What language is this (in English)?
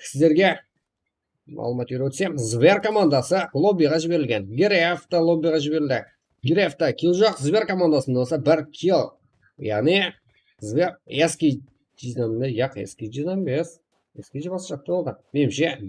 Kara-Kalpak